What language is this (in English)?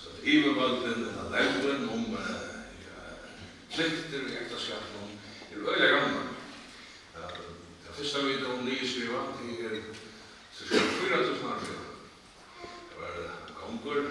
Faroese